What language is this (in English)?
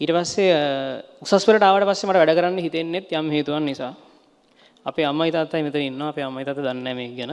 Sinhala